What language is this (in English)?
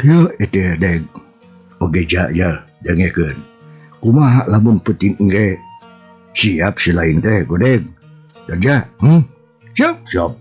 Sundanese